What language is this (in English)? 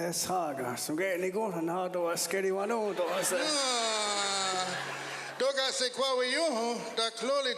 Mohawk